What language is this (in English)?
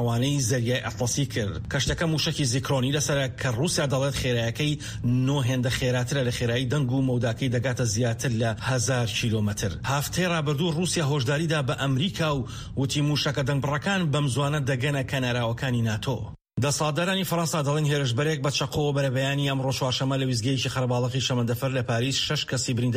Central Kurdish